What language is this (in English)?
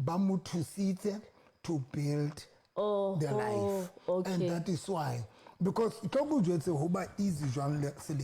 Southern Sotho